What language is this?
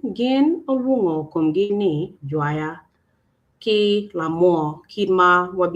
Acoli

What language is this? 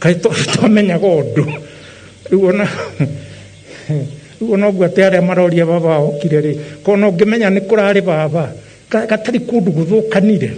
Kikuyu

